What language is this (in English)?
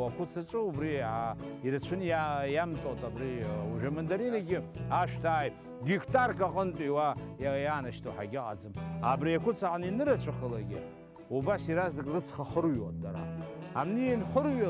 Abkhazian